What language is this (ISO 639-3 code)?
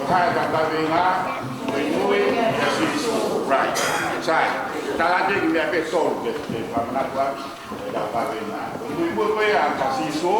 ton